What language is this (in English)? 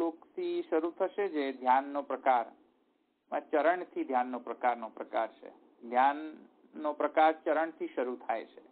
Gujarati